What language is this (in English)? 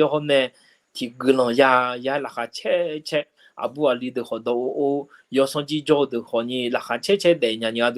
Akha